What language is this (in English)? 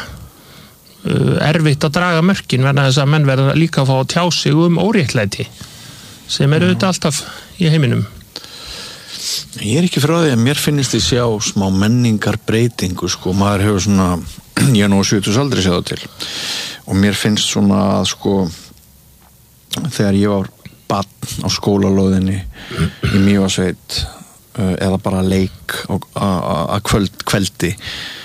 Icelandic